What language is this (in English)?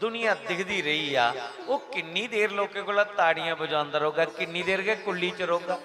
Dogri